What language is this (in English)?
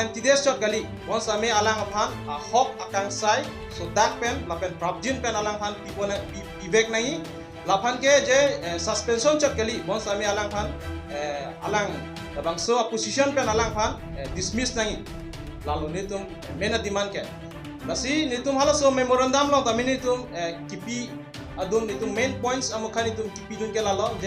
Karbi